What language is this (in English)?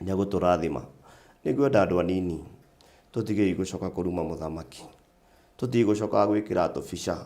Kikuyu